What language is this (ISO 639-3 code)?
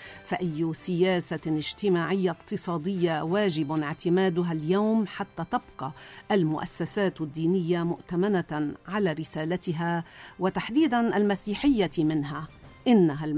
apc